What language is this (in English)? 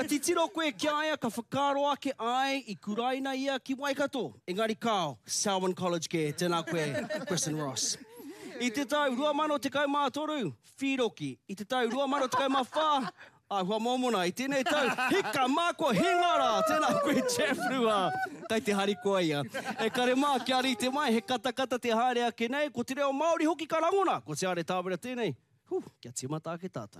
Māori